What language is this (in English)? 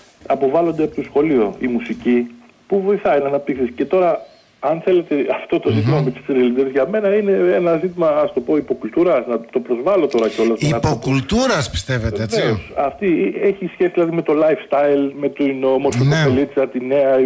Greek